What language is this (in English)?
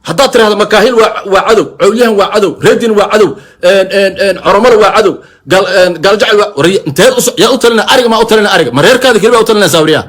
Somali